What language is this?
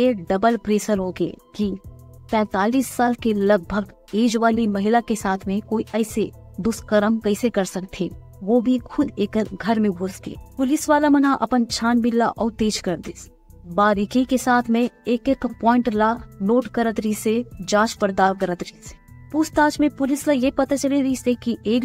Chhattisgarhi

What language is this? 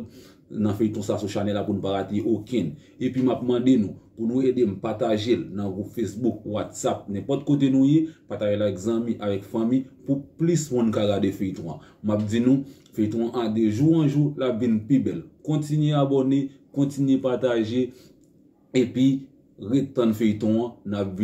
Haitian Creole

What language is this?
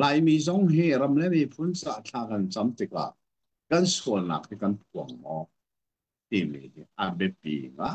Hakha Chin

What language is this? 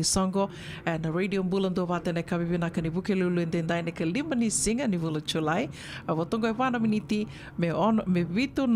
Fijian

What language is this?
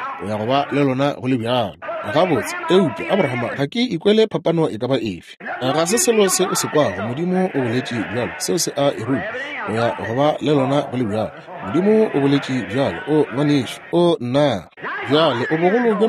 Northern Sotho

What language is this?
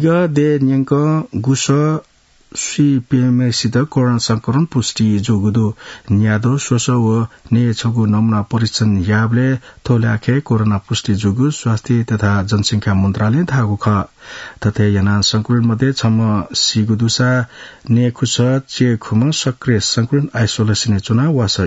Newari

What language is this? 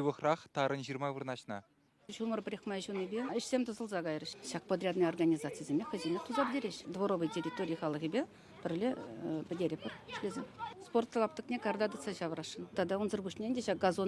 Chuvash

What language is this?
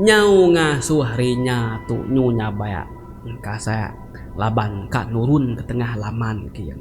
Iban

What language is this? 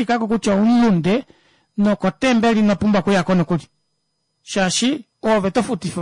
Kuanyama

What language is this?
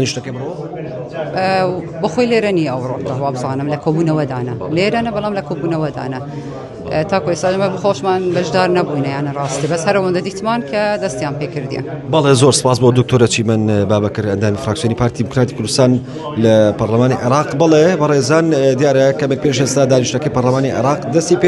Central Kurdish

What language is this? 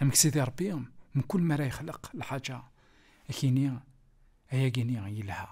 Kabyle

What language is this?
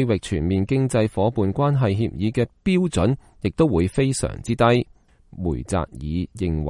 Cantonese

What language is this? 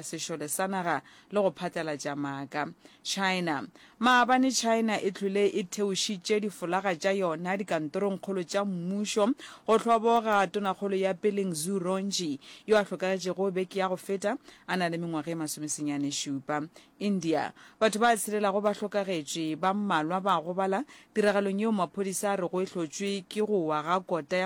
Northern Sotho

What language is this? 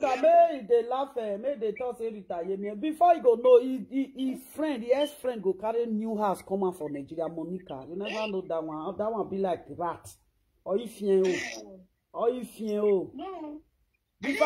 Nigerian Pidgin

